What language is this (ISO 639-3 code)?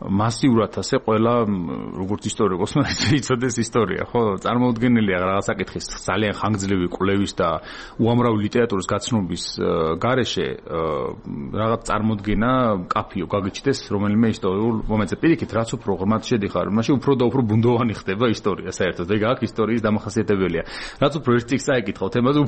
kat